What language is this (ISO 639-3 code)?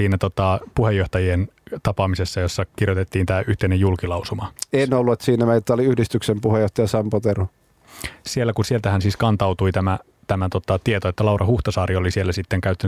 fin